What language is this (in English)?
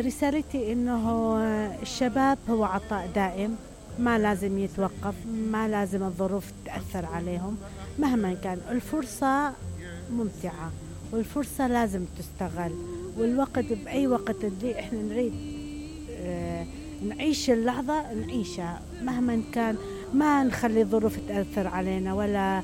Mesopotamian Arabic